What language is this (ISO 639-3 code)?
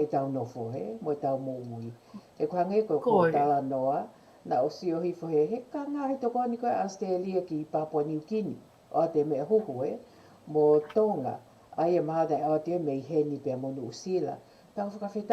ton